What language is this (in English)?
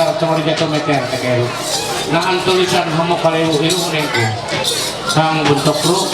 Ma'anyan